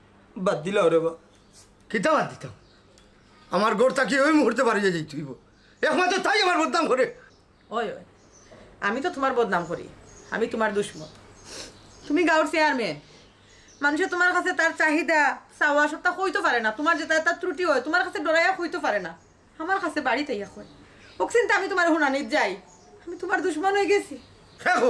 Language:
Sylheti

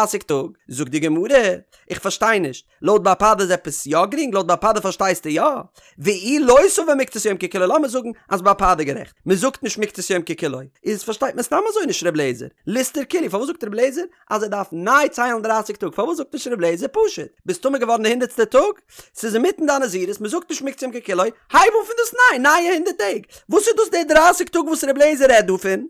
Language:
Yiddish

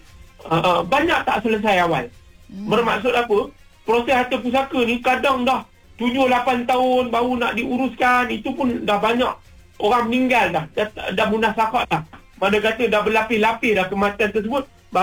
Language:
Malay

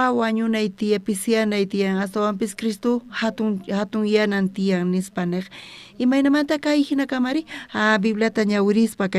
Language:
South Bolivian Quechua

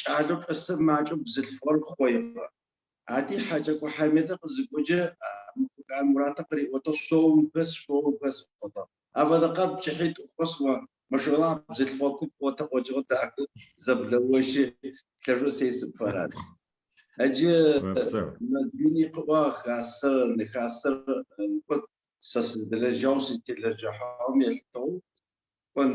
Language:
Adyghe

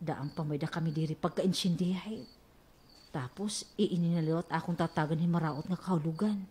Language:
Waray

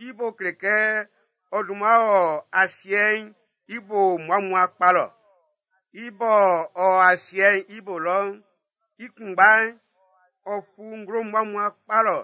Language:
Baoulé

